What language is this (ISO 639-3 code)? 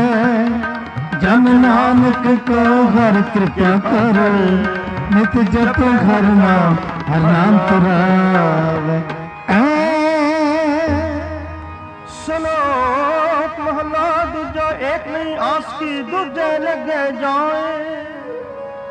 pan